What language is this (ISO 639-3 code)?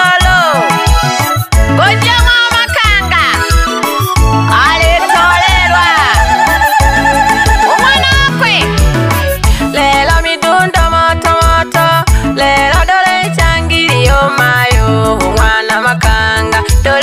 swa